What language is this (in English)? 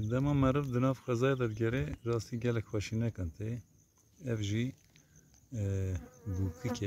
Kurdish